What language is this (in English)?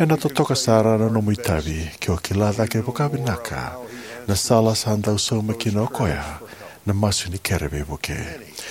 Fijian